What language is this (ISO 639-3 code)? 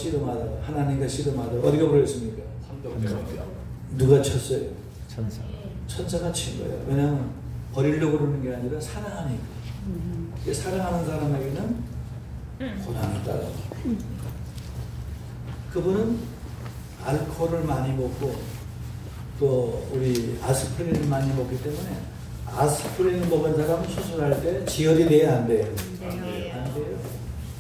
kor